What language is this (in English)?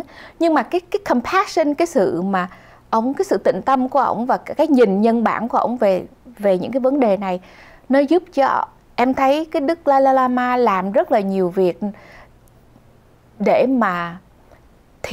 Vietnamese